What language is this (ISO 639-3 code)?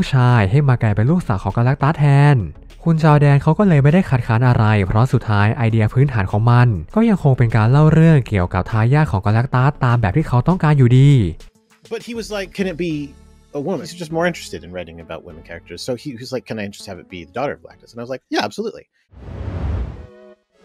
tha